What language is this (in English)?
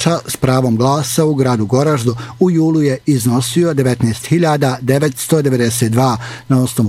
Bosnian